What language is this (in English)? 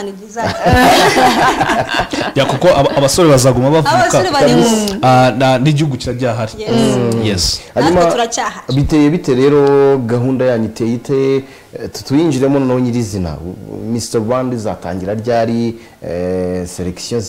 Kinyarwanda